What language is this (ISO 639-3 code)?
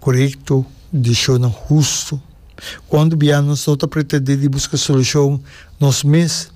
pap